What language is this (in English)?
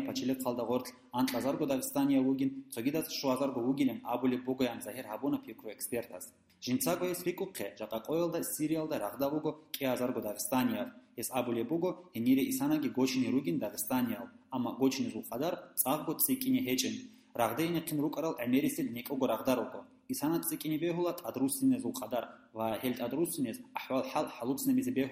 Avaric